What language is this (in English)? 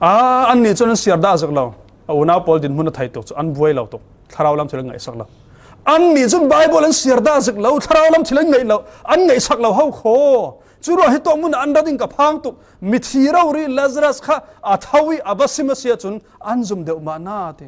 Falam Chin